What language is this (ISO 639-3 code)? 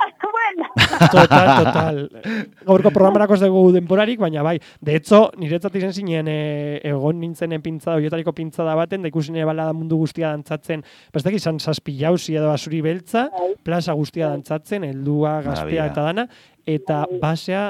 eus